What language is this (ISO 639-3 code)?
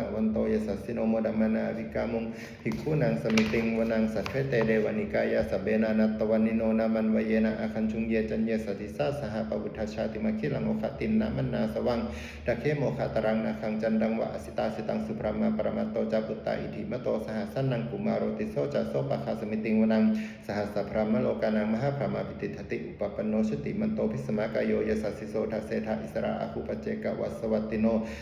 pli